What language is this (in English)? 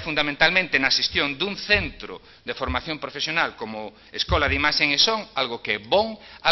Galician